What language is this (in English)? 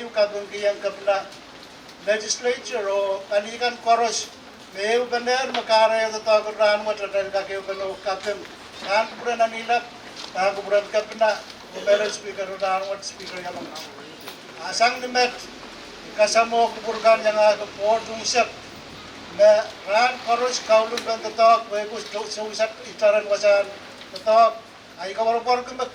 Pohnpeian